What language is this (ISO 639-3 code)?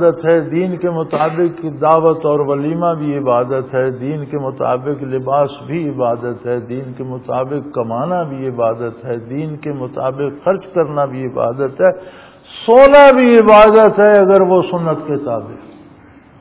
urd